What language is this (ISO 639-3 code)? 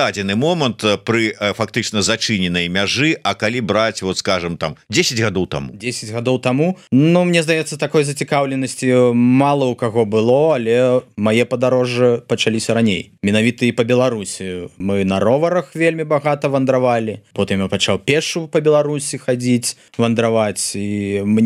bel